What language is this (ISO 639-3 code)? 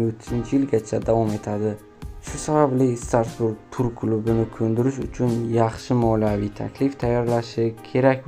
uzb